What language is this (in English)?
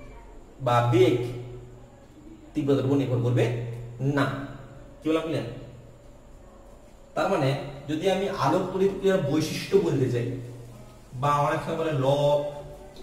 Bangla